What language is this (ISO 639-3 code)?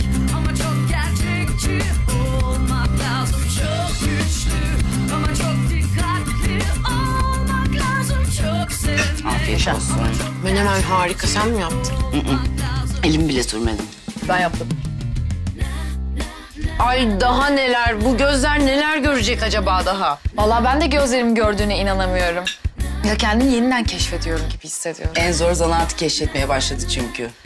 tur